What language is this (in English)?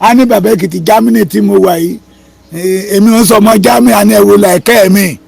Yoruba